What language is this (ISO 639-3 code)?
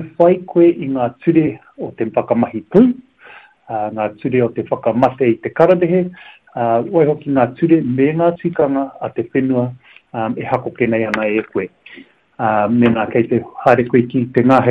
mri